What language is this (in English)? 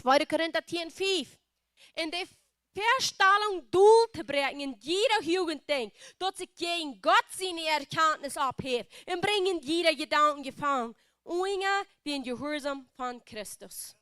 Plautdietsch